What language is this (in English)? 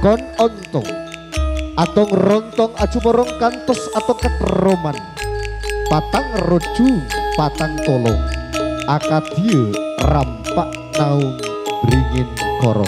Madurese